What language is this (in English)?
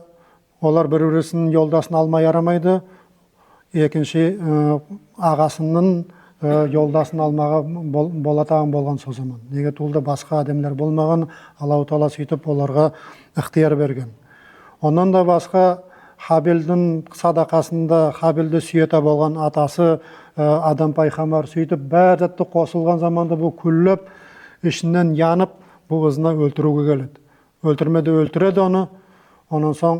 Nogai